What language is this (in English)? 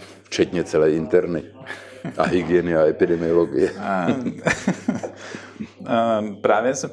Czech